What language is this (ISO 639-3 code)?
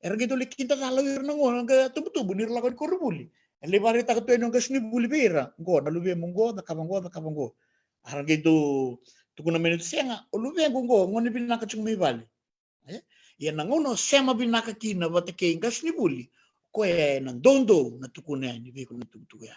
fij